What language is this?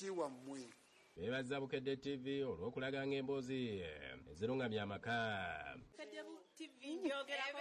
Ganda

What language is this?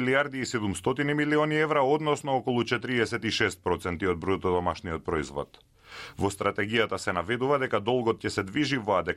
Macedonian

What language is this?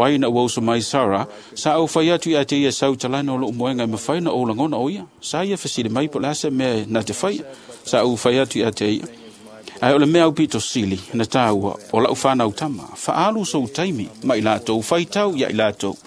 Samoan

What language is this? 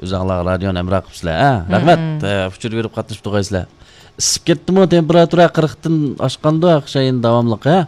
Uyghur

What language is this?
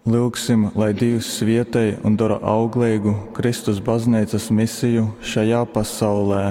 Latgalian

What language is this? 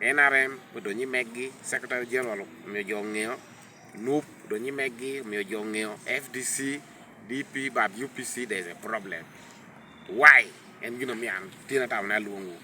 Lango (Uganda)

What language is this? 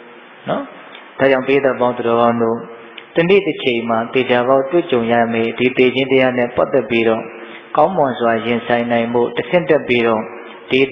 Burmese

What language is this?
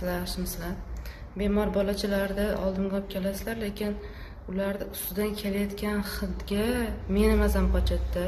Uzbek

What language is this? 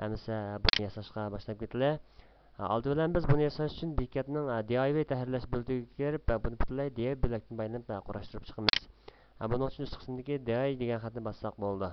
Uyghur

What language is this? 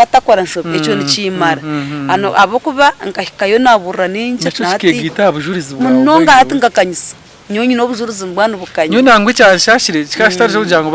Nyankole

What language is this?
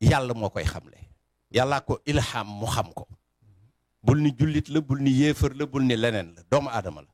Wolof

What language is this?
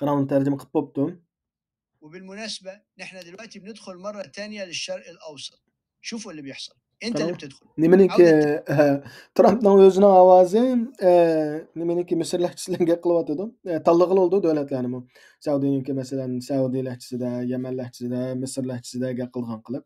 Uyghur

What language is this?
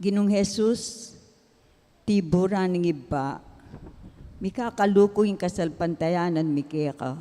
Pampanga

